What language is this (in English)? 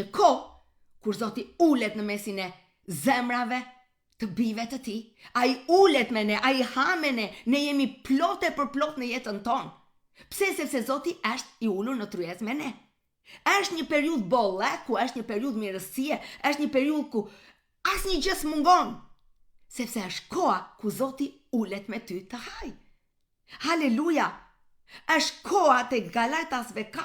Albanian